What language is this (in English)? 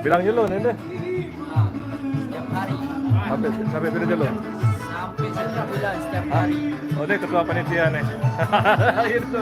Sasak